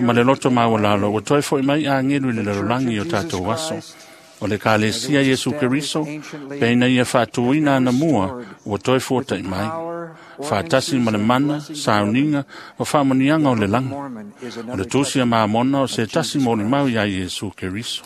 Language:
Samoan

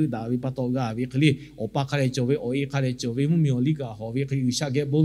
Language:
Lahu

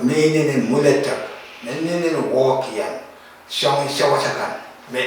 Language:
Pohnpeian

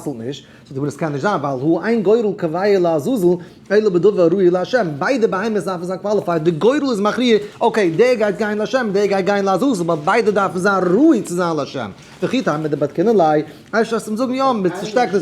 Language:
Yiddish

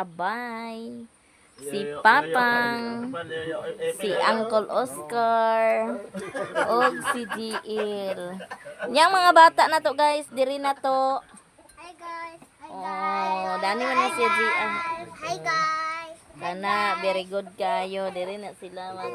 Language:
Cebuano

